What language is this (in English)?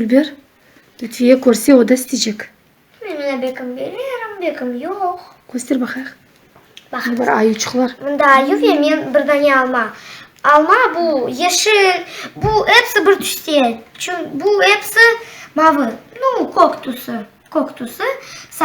Crimean Tatar